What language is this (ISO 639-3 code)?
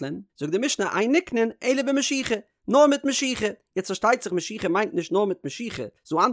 yid